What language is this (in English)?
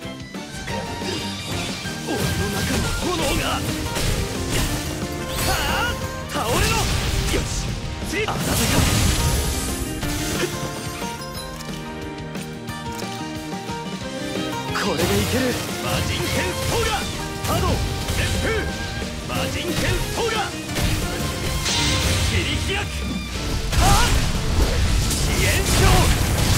Japanese